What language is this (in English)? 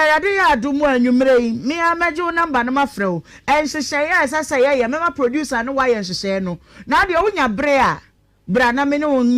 Akan